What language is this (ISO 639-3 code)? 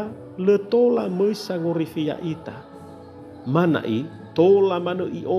nia